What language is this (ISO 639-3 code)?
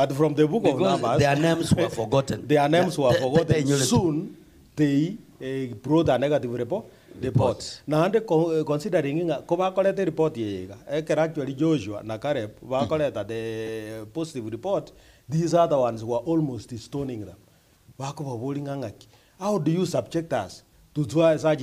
guz